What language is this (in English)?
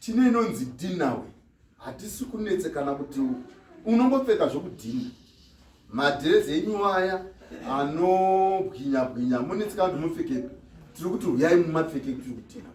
Shona